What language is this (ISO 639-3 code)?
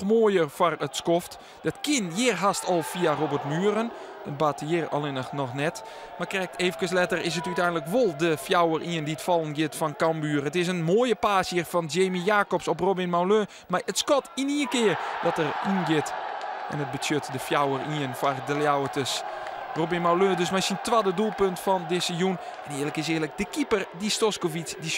fry